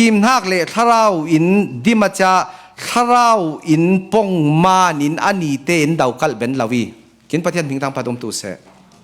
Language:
Falam Chin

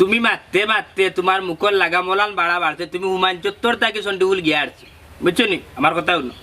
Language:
Sylheti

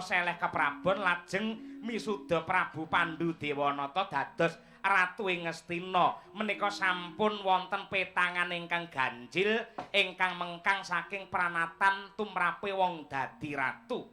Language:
Javanese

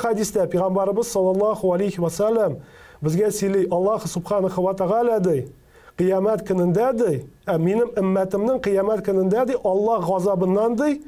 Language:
Tatar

